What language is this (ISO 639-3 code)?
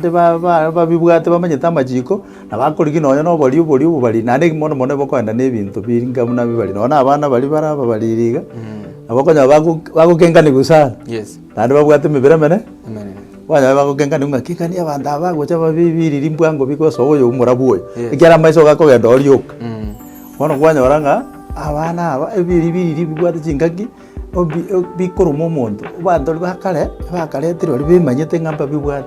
guz